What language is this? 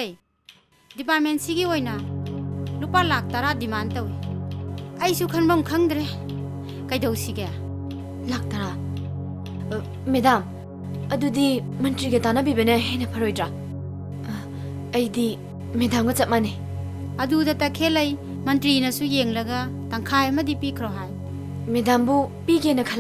Manipuri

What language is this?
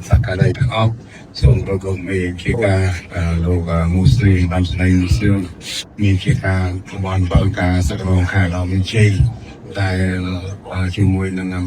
Khmer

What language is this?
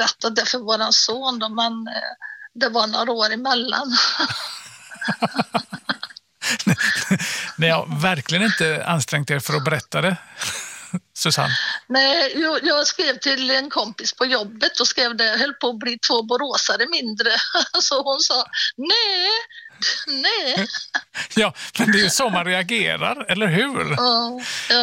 Swedish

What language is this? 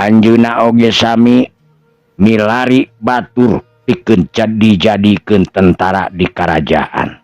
Sundanese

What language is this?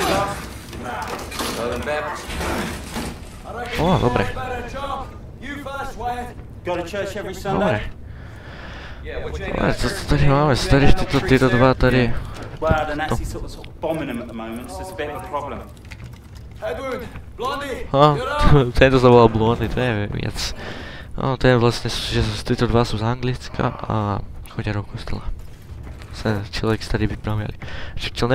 Czech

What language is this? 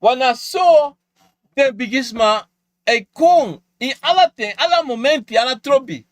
Sranan Tongo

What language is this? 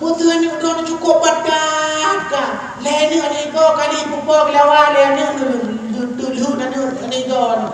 Achinese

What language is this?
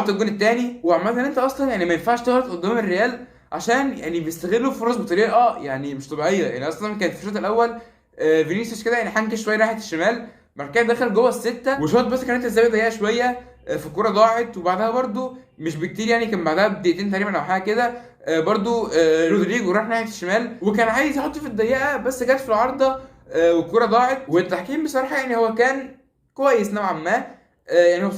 Egyptian Arabic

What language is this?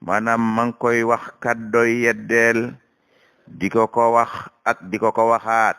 Wolof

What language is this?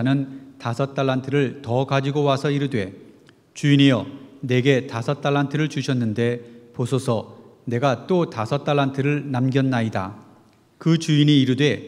Korean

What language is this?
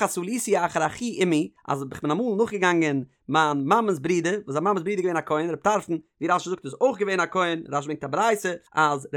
Yiddish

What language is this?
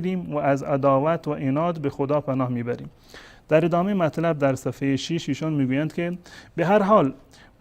Persian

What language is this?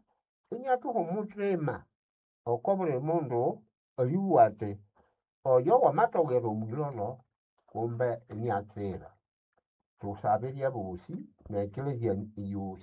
Nande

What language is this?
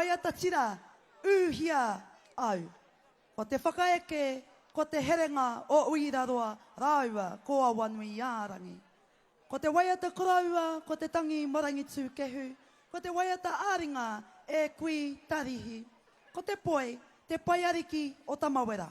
Māori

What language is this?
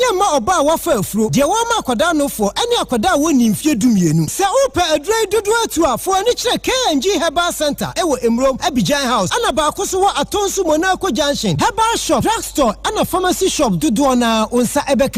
Akan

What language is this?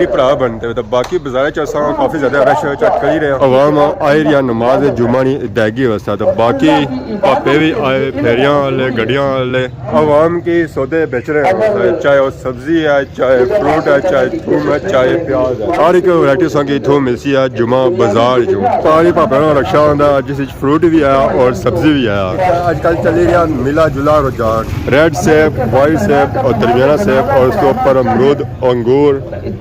Pahari-Potwari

